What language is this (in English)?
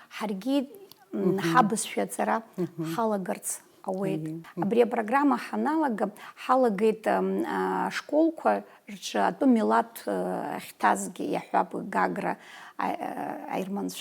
Abkhazian